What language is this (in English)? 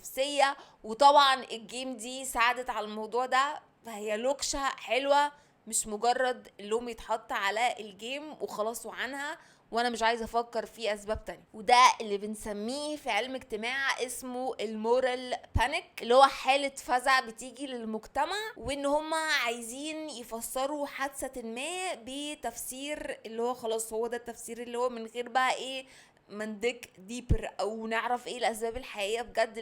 Egyptian Arabic